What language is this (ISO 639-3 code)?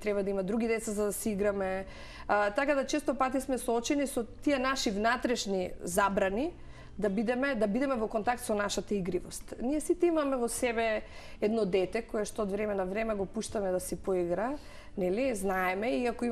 mkd